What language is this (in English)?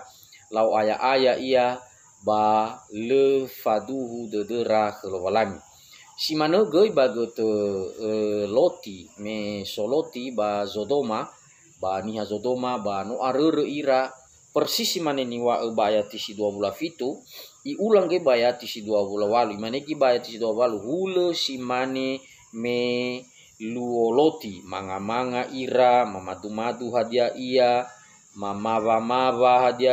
Nias